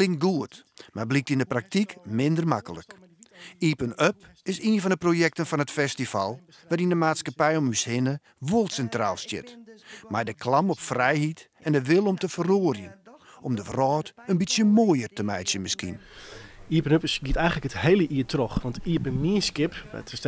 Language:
Western Frisian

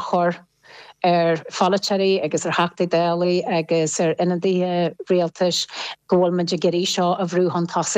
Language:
Irish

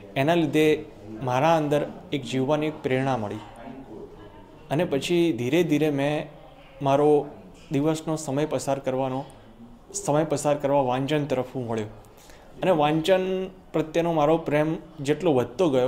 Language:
Gujarati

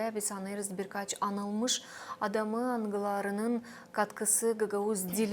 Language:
Gagauz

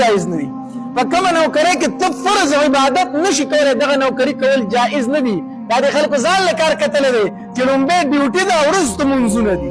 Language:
Pashto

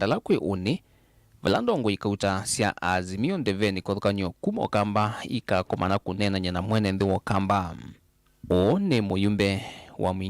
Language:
Kamba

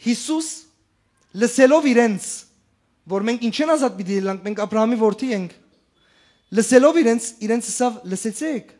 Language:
Western Armenian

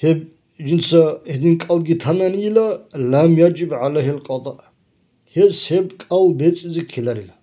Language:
Avaric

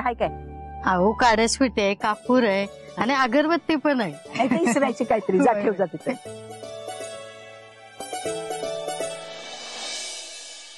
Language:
Marathi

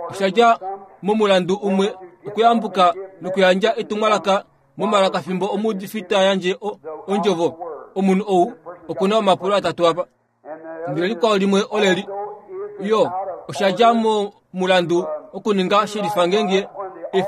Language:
Kuanyama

